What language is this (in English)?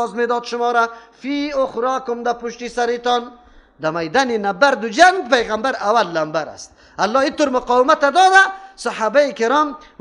Persian